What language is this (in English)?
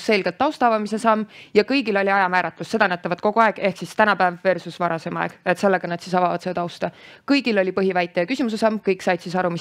Estonian